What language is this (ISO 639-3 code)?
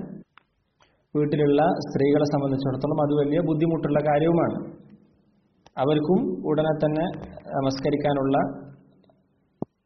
mal